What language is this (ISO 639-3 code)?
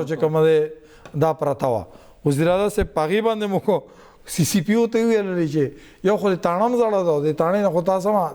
pus